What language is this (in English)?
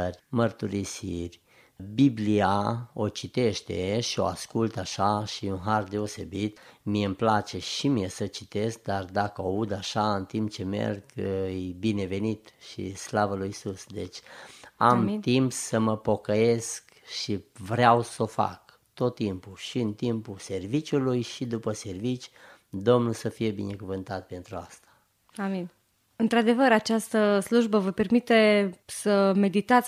Romanian